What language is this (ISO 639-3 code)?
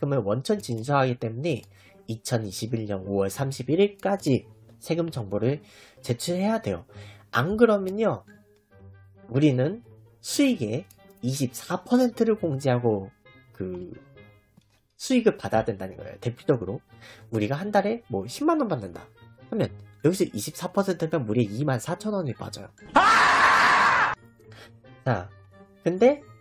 kor